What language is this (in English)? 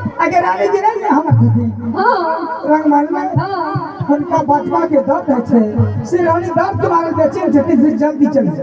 Maithili